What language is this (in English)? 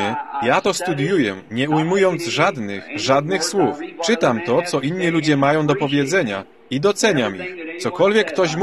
Polish